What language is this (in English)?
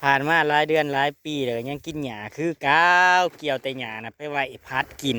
Northeastern Thai